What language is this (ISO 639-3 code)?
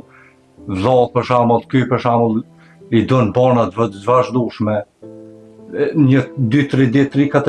sqi